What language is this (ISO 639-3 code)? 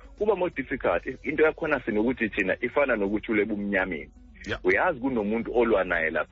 xho